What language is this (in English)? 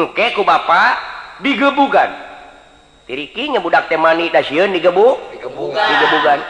Sundanese